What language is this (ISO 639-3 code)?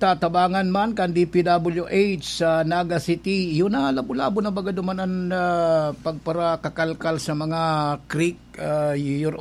bik